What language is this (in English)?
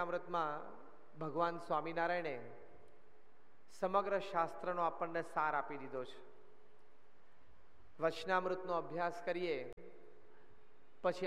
Gujarati